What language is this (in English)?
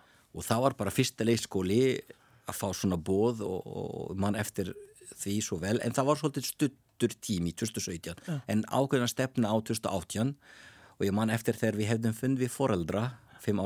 Icelandic